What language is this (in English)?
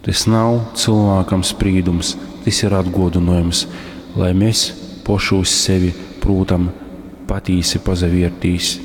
Latgalian